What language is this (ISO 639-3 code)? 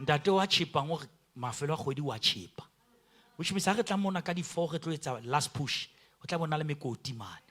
sot